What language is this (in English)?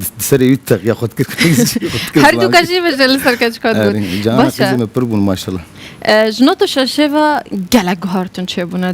Kurdish